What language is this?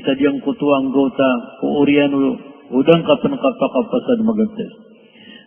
Maranao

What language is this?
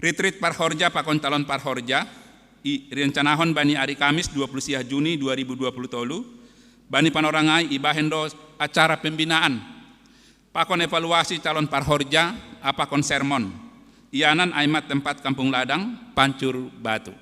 Batak Simalungun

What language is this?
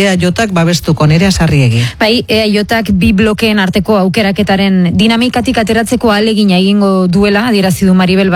Basque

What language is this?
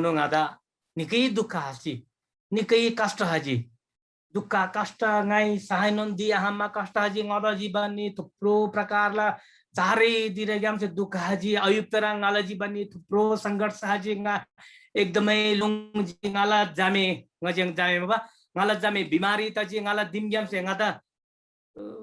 Eastern Tamang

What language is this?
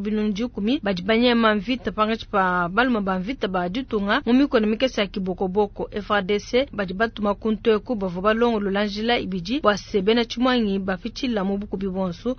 Luba-Lulua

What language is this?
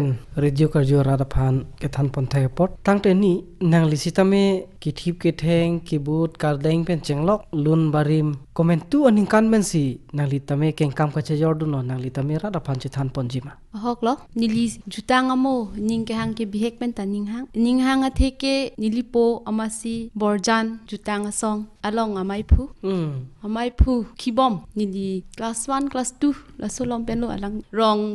Karbi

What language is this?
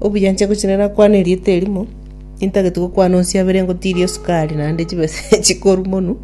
Gusii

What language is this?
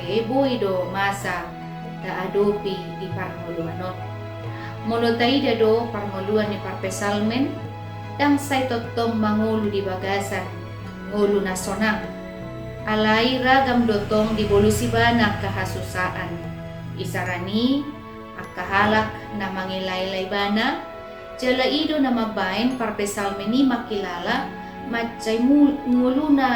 Batak Toba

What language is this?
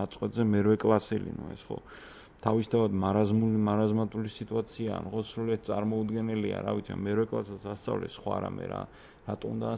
Georgian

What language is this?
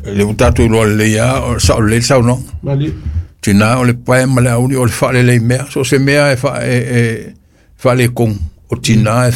Samoan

